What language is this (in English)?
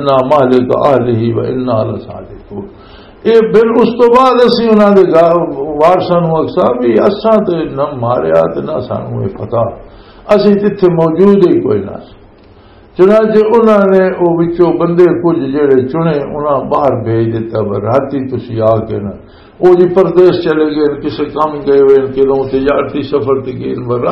Western Panjabi